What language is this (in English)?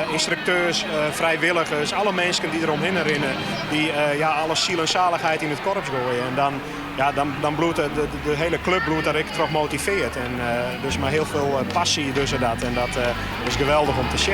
Western Frisian